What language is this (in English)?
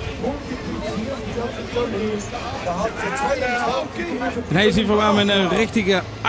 Limburgish